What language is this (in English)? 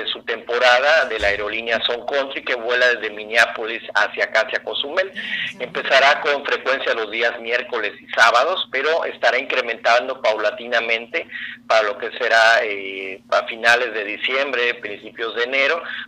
Spanish